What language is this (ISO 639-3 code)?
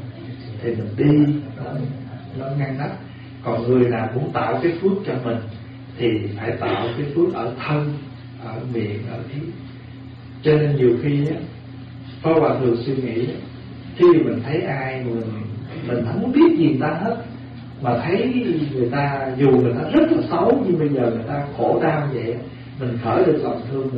vie